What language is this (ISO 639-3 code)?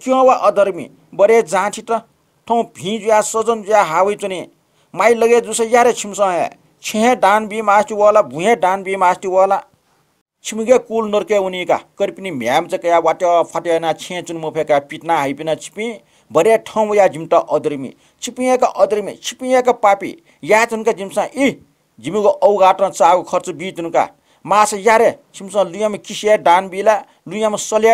new